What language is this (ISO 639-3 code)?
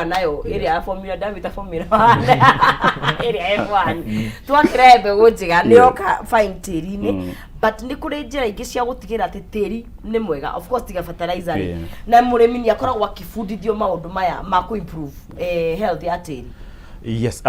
kik